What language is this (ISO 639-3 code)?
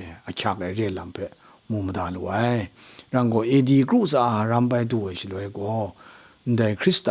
kac